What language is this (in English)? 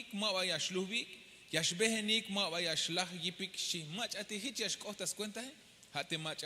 Tzeltal